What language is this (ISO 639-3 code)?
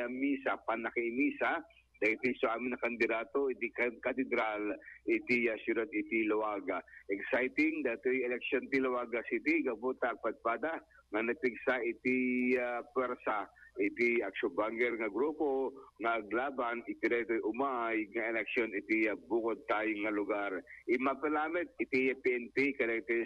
ilo